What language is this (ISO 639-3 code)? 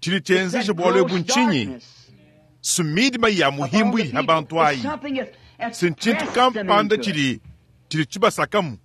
lua